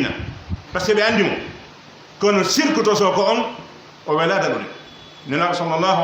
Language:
Pular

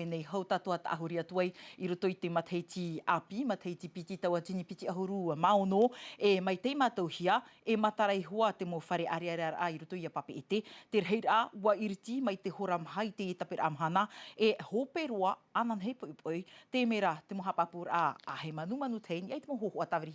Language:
Tahitian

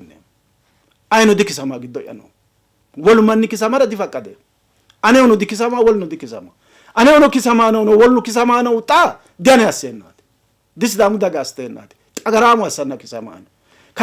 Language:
Sidamo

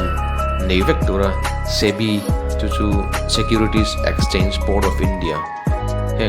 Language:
Mizo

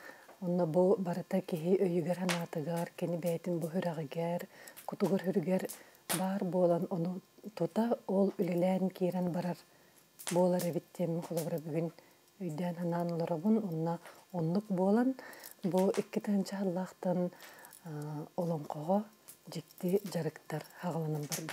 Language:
Yakut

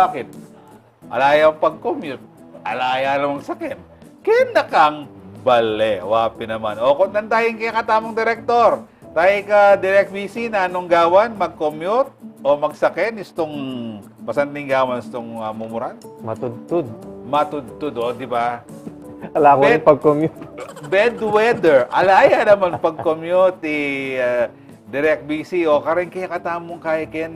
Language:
Pampanga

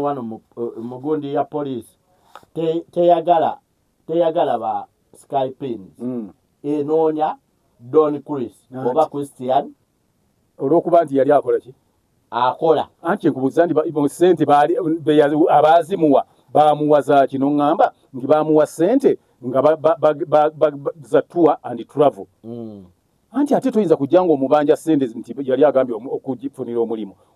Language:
Ganda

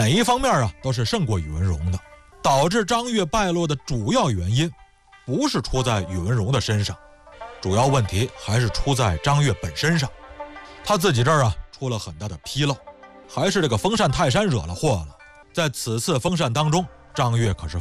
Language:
Chinese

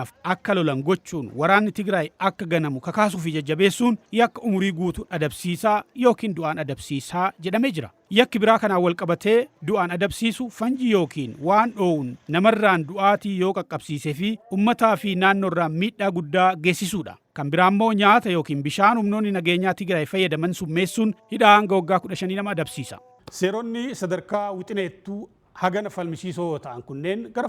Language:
Oromo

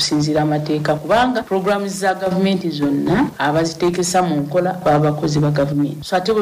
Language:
Ganda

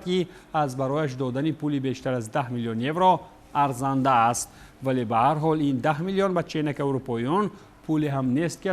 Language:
Tajik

